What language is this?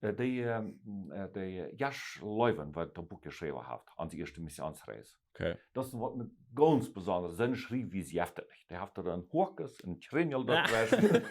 Plautdietsch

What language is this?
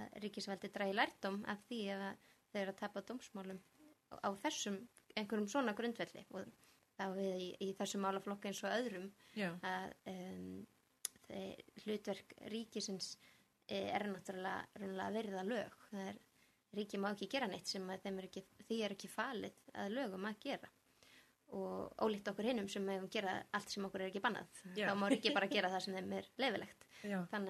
Icelandic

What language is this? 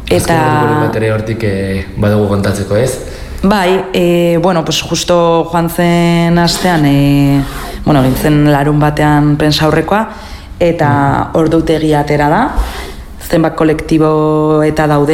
Basque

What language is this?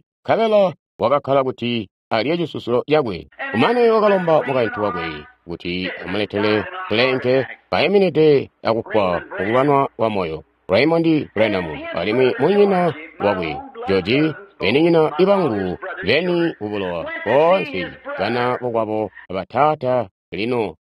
Tonga (Zambia)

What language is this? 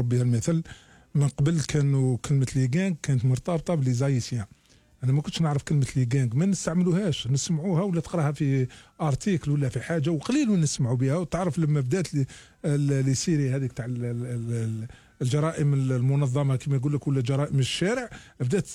Algerian Arabic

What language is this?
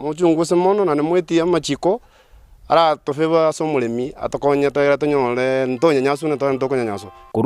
Gusii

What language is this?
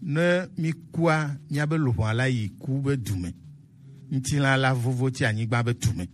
Gen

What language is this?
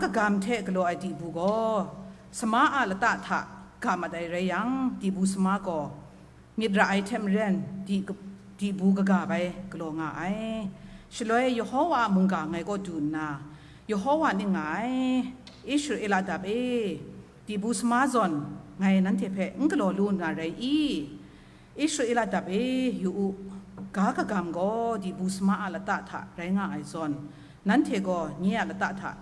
Kachin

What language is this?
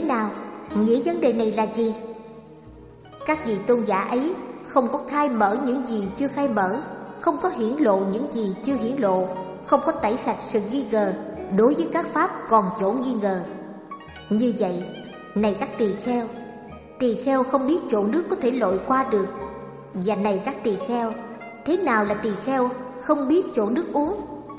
Vietnamese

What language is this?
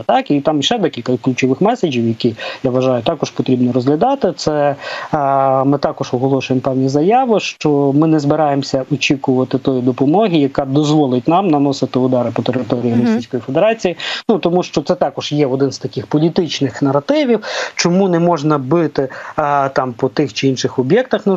Ukrainian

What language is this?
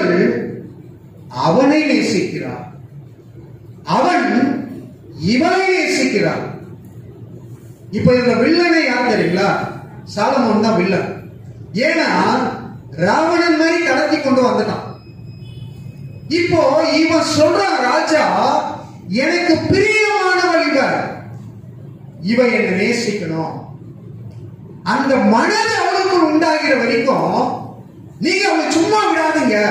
Tamil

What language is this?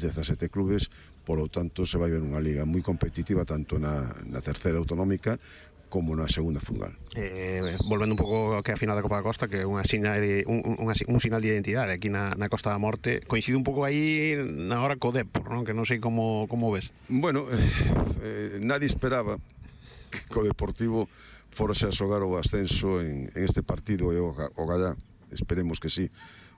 Galician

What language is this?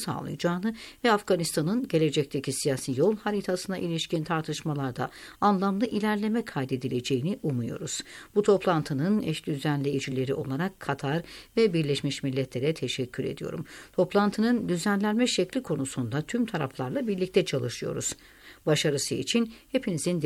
Turkish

